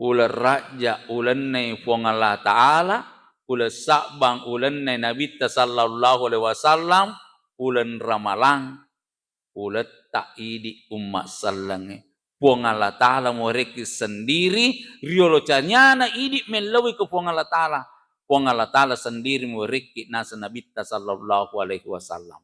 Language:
Buginese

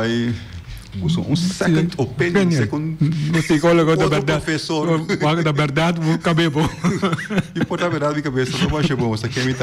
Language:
Papiamento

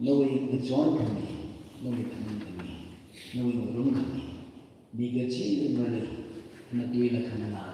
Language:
Tangkhul Naga (India)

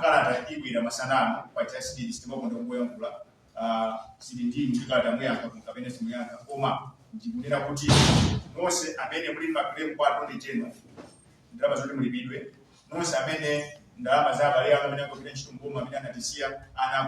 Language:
Nyanja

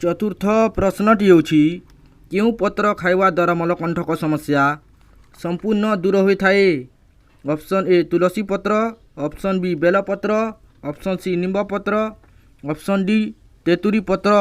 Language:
Odia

